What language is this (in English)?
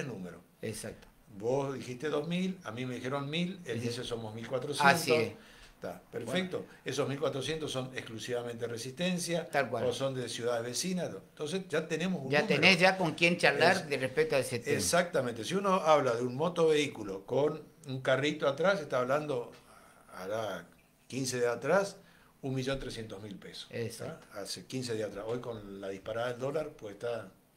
Spanish